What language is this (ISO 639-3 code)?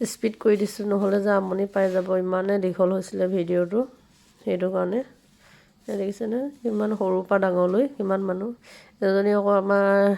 asm